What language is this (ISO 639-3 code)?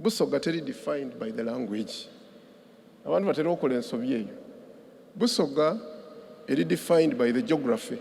xog